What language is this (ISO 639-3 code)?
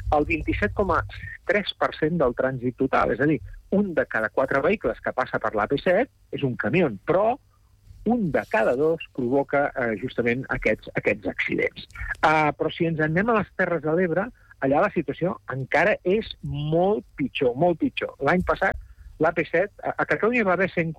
cat